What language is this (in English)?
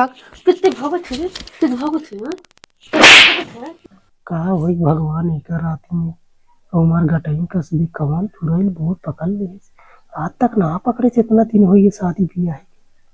Awadhi